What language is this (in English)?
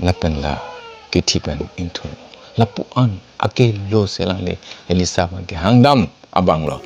Karbi